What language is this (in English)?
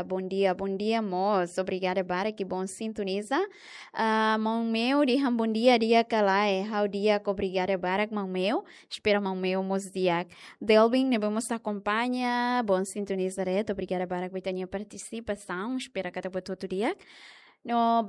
Tetum